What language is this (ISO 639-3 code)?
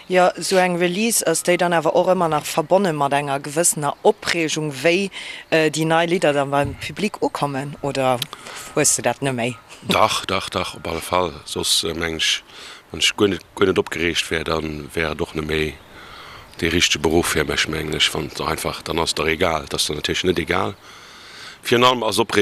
ltz